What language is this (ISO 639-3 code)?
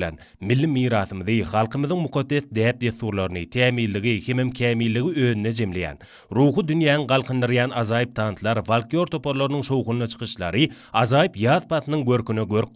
tuk